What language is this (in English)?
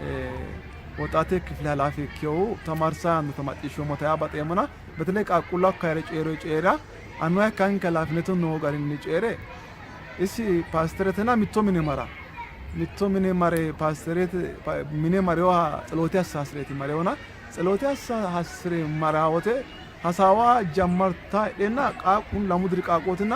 Sidamo